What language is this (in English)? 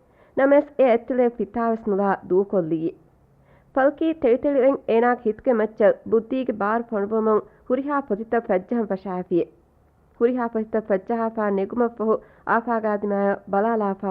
Divehi